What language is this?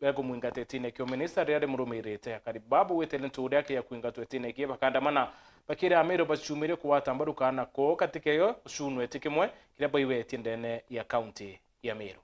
Meru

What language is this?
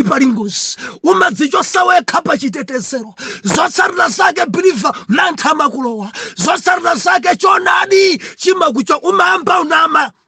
Nyanja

